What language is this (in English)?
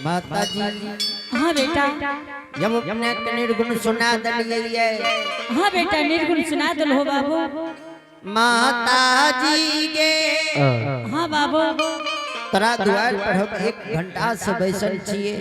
Angika